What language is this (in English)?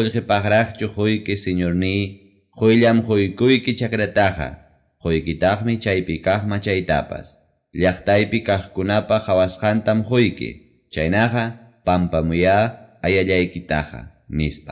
Ayacucho Quechua